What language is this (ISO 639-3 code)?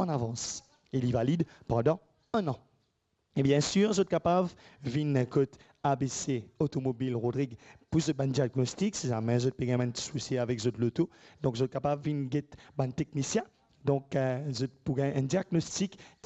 mfe